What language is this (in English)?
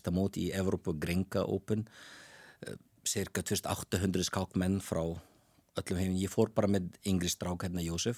Icelandic